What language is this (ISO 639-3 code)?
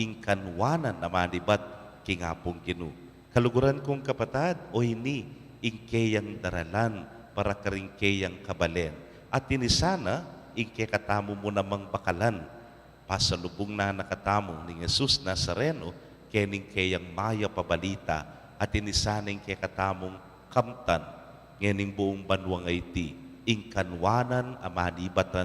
pam